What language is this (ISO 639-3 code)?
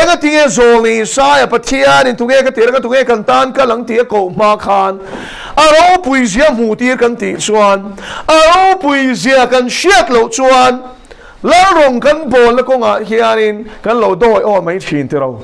lus